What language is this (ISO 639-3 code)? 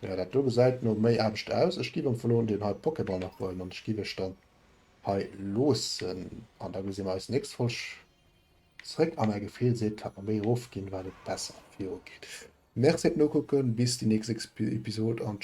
ltz